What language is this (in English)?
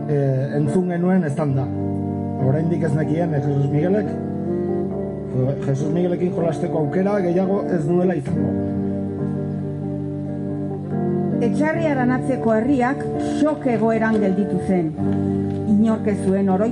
Basque